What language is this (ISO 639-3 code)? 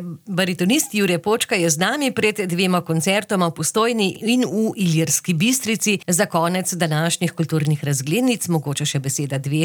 slv